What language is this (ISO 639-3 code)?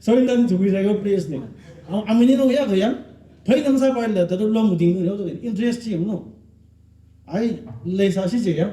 nmf